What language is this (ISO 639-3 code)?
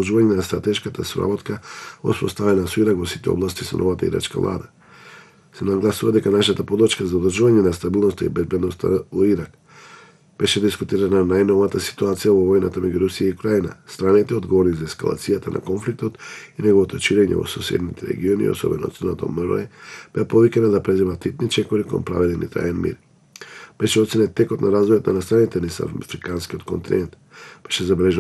mkd